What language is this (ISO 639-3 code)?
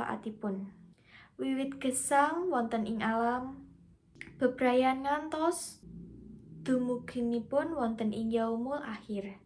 jav